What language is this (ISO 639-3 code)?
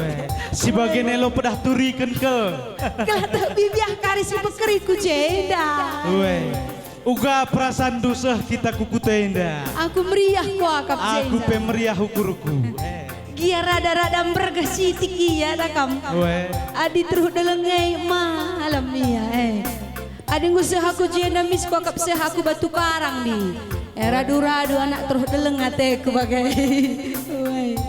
btx